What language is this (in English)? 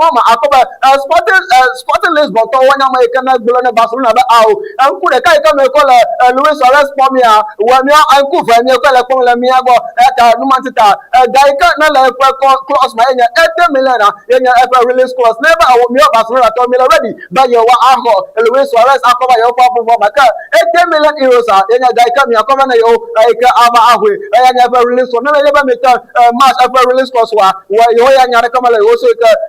Ewe